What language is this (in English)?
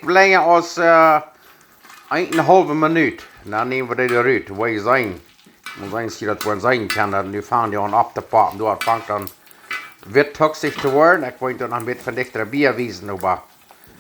Plautdietsch